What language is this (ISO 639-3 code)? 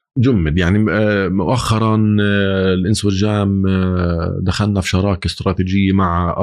apc